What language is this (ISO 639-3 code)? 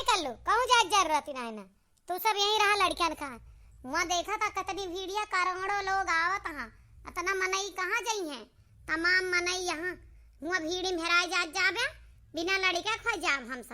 awa